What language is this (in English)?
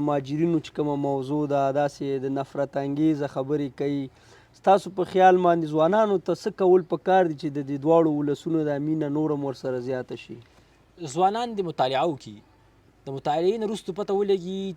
Pashto